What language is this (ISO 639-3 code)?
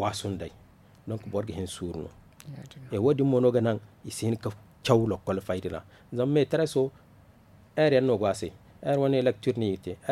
dje